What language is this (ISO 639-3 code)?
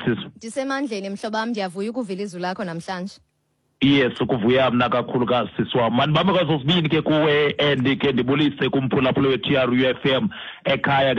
xho